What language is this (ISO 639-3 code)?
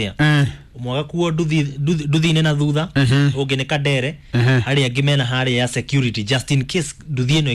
kik